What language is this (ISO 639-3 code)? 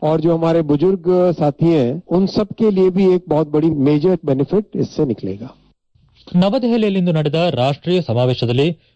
kan